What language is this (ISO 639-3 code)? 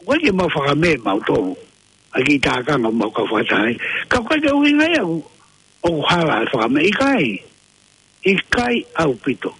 ton